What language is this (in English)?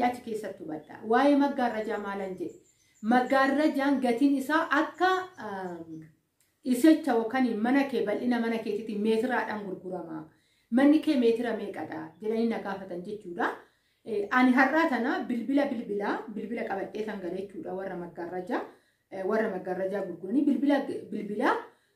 Oromo